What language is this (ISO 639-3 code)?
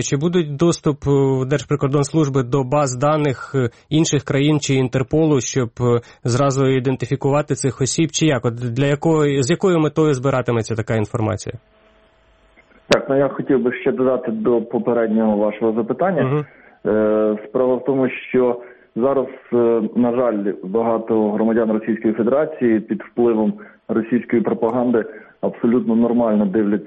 ukr